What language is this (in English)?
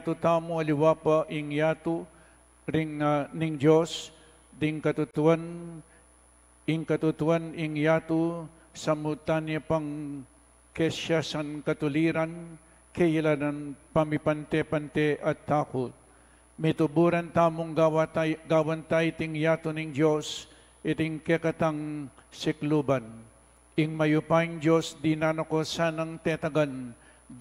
Pampanga